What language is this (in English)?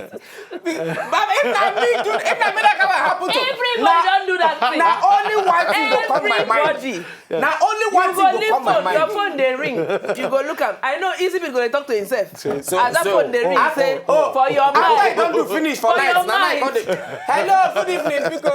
Nigerian Pidgin